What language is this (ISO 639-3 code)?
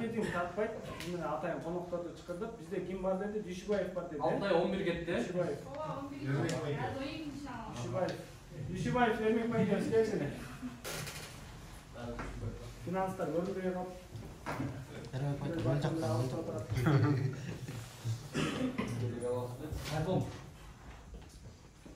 kir